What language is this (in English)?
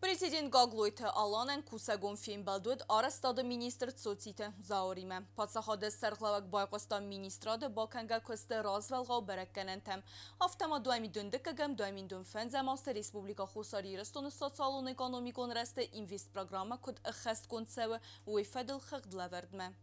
Ossetic